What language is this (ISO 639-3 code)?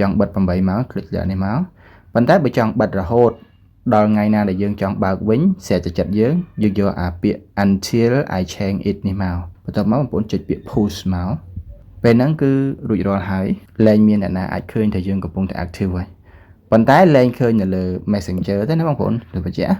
khm